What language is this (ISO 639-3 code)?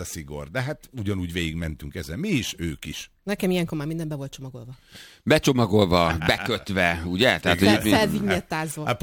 hun